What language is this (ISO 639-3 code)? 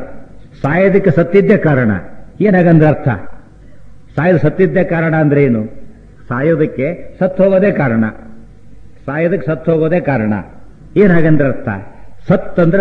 kan